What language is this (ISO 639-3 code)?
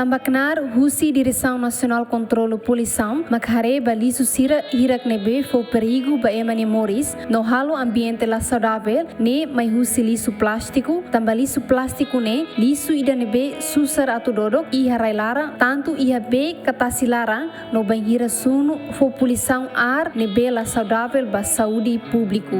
tet